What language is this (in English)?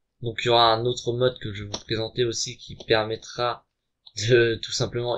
French